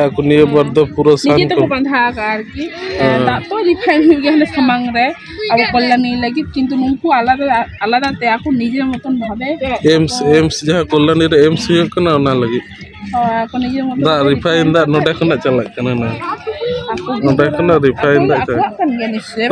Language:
Santali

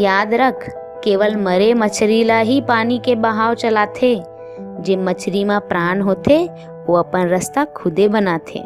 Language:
Chhattisgarhi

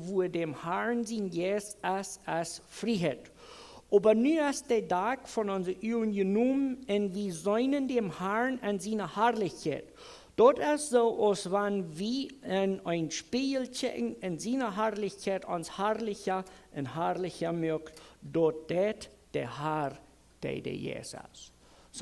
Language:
Plautdietsch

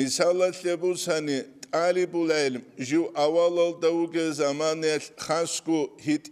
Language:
Avaric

